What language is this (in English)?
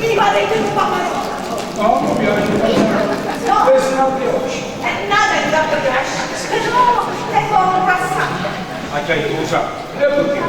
Neapolitan